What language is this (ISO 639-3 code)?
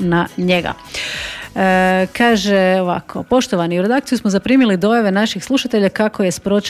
hrv